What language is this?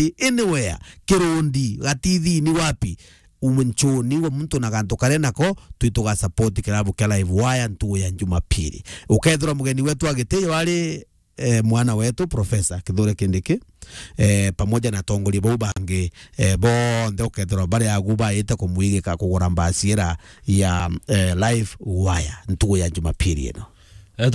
Meru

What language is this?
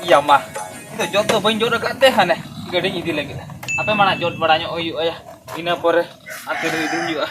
Santali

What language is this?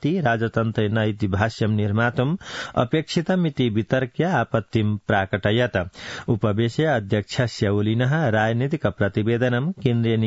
Sanskrit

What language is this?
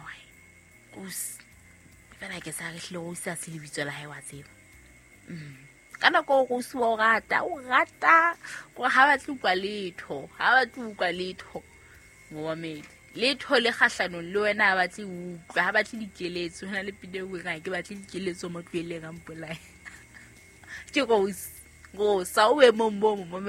Southern Sotho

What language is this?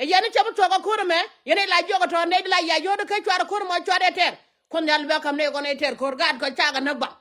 Nuer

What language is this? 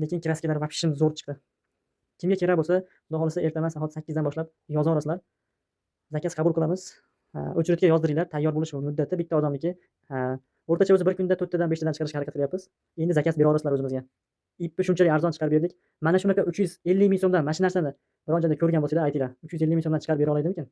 Uzbek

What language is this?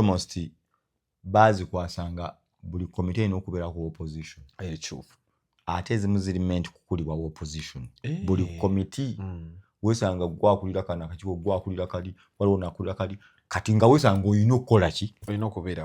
Ganda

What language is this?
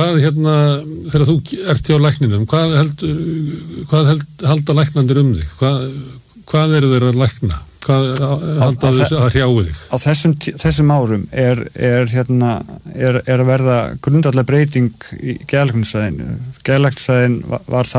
Icelandic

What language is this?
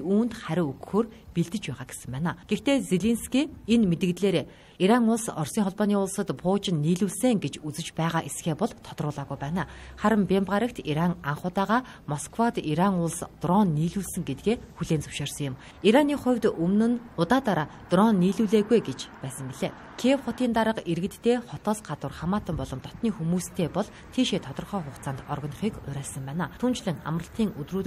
Mongolian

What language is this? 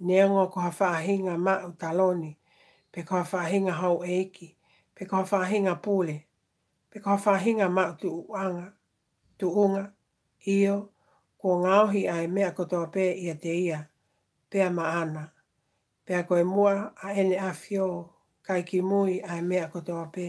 Tongan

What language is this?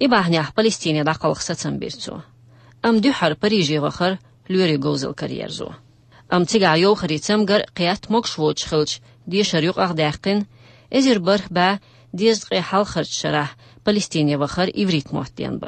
Chechen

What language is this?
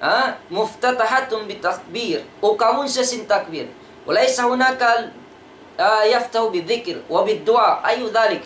Tausug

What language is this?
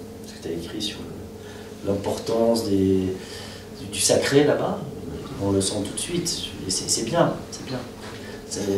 French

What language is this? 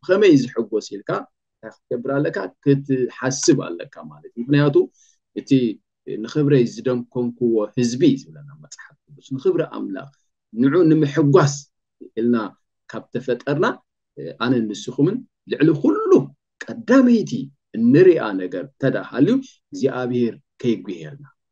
Tigrinya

